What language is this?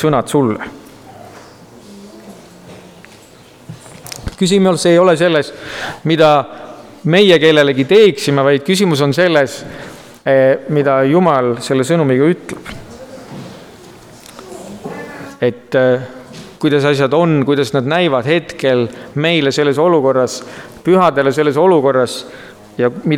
Estonian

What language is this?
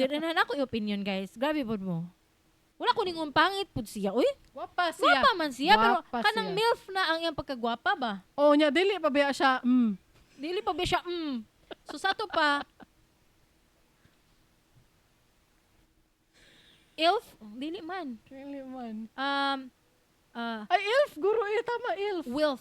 Cebuano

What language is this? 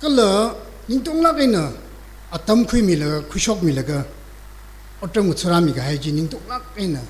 Tangkhul Naga (India)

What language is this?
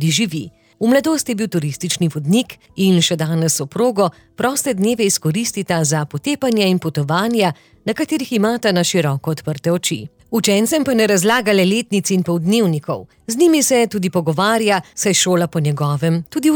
Slovenian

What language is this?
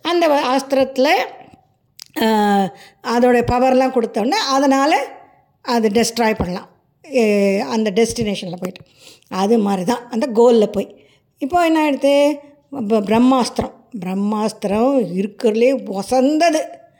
Tamil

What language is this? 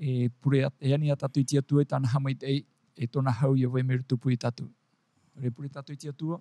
Tahitian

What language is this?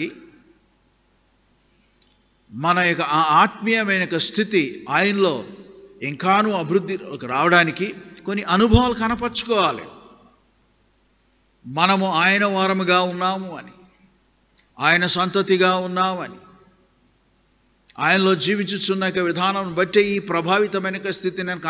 Telugu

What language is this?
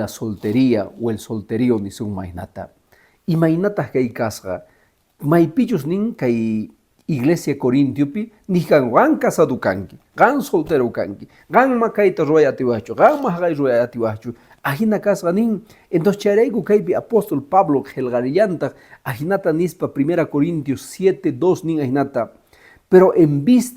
Quechua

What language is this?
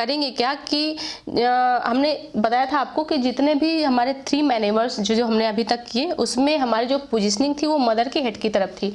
Hindi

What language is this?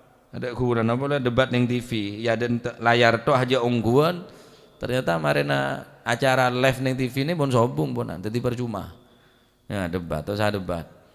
Madurese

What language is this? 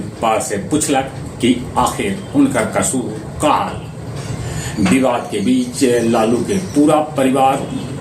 Magahi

